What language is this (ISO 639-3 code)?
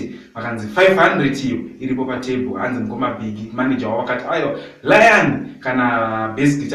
sna